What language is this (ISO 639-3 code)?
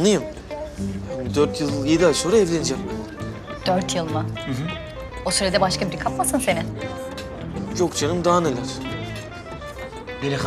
tur